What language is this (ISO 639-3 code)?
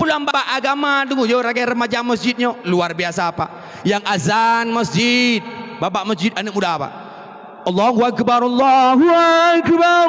ace